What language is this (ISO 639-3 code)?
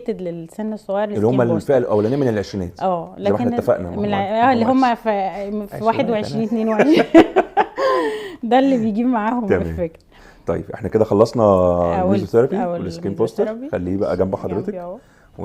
arz